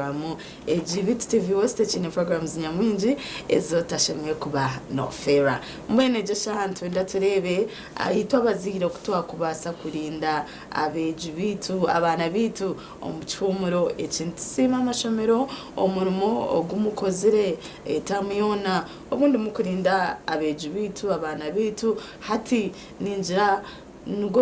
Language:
Nyankole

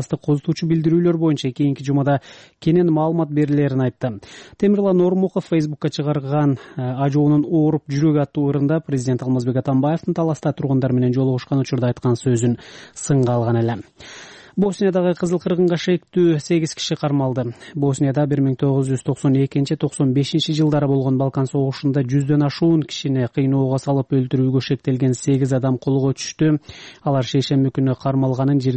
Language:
Kyrgyz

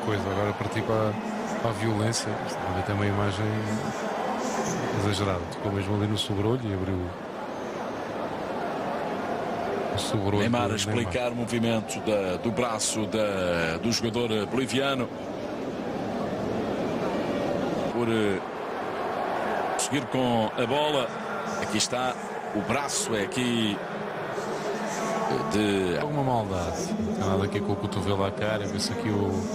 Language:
Portuguese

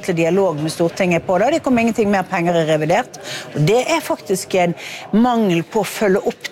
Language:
Norwegian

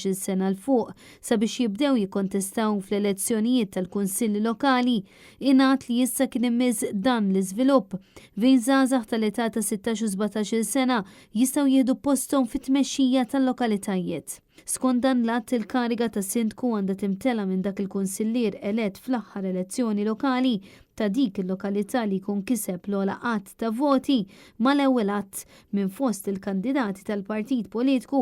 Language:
Maltese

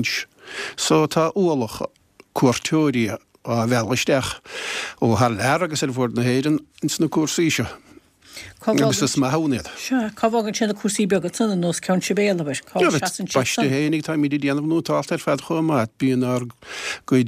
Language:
Irish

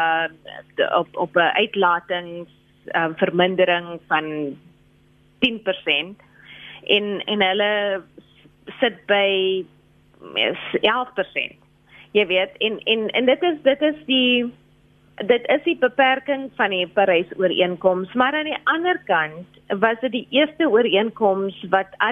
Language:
Afrikaans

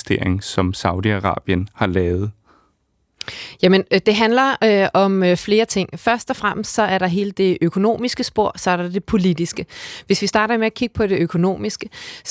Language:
Danish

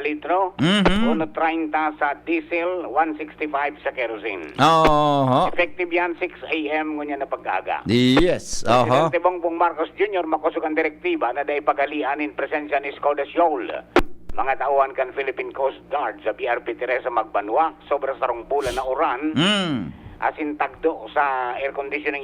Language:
Bikol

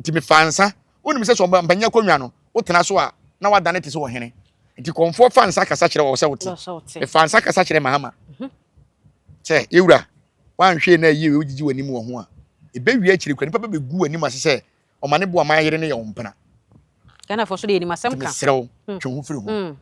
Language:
Akan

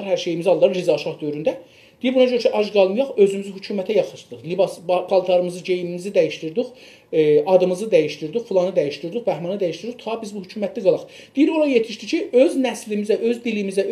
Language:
South Azerbaijani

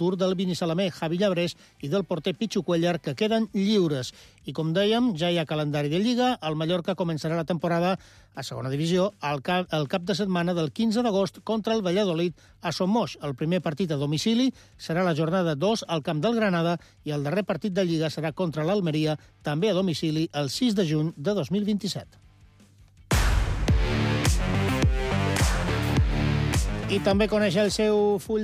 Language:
Catalan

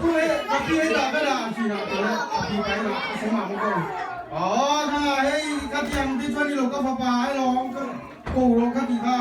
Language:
Tedim Chin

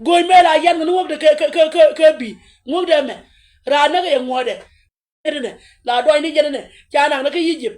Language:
Nuer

